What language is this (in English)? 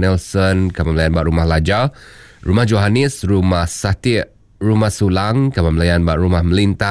Iban